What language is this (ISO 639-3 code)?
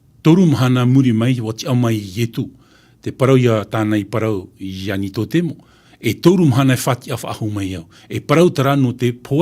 tah